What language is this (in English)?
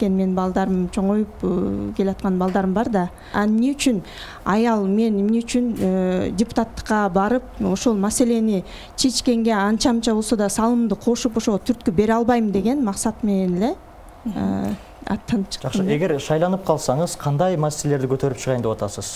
Kyrgyz